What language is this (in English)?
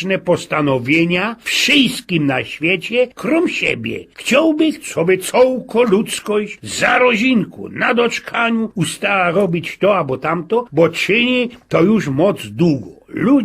Silesian